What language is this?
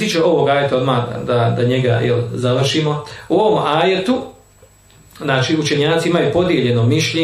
Bosnian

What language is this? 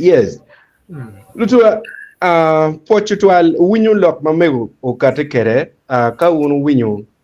Acoli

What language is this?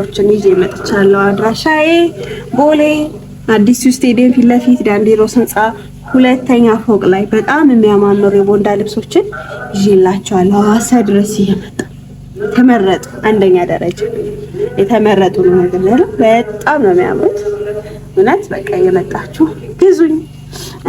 Amharic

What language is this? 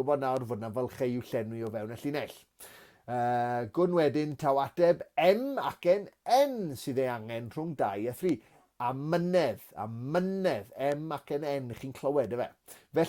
Welsh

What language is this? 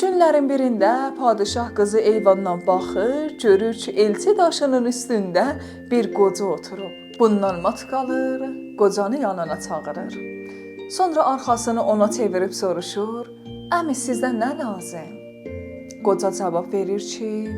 South Azerbaijani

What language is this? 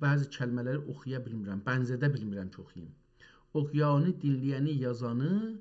South Azerbaijani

